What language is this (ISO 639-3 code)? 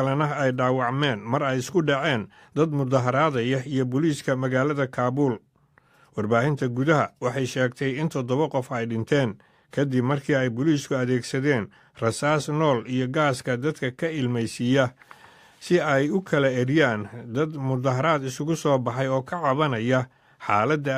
som